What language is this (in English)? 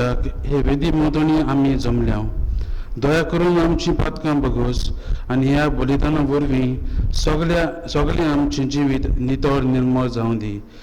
Konkani